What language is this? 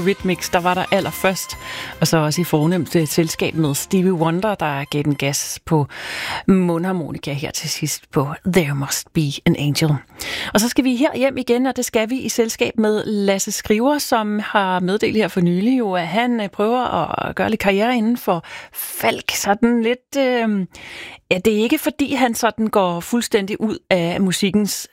Danish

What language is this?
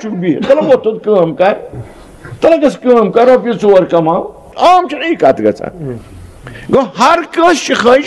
Kashmiri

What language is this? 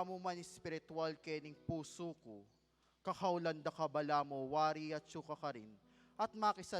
Pampanga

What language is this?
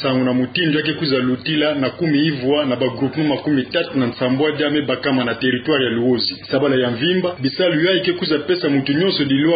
Kituba (Democratic Republic of Congo)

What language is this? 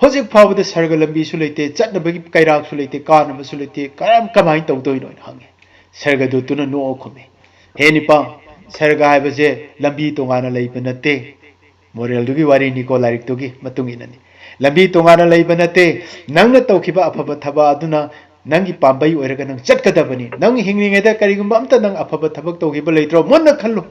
Manipuri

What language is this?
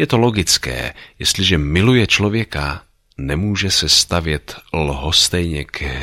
Czech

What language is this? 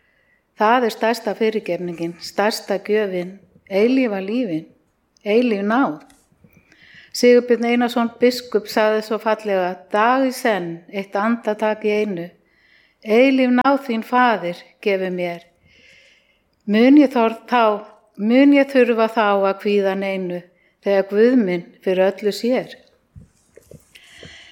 Icelandic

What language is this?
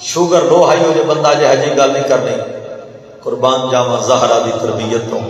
Saraiki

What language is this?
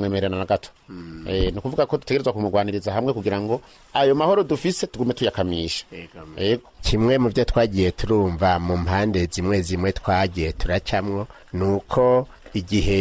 Rundi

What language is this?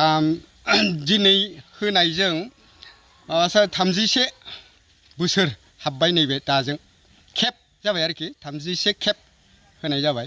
Bodo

